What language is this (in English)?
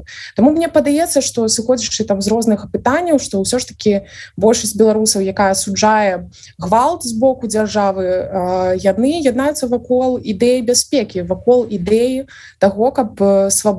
Belarusian